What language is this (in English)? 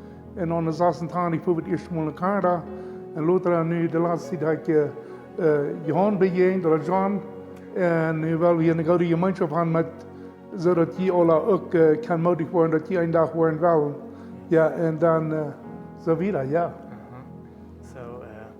Plautdietsch